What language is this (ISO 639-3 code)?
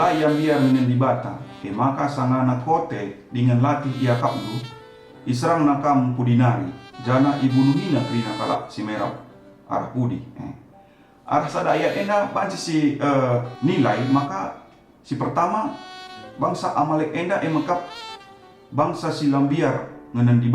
btx